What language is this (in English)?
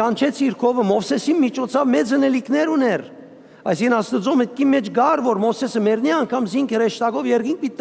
Western Armenian